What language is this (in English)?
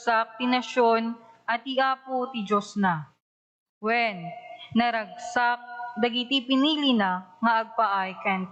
Iloko